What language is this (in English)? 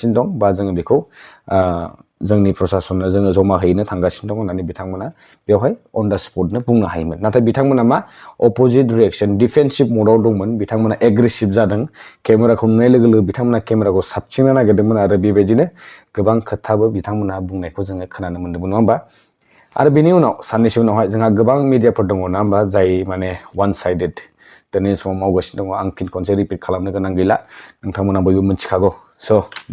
Bodo